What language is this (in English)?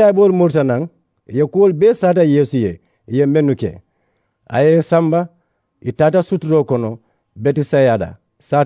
Mandingo